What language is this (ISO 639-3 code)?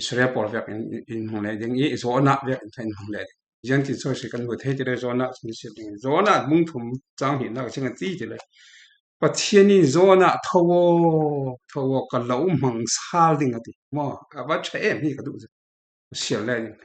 cfm